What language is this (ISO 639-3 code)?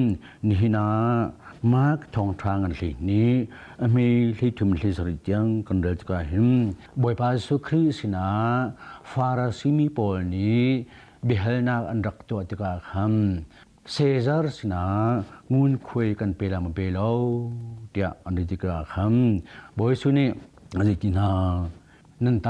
cnh